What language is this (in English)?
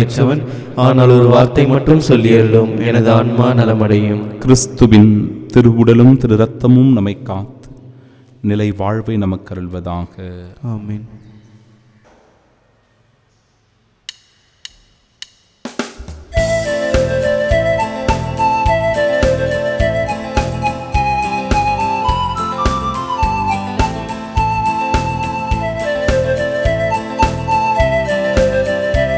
Tamil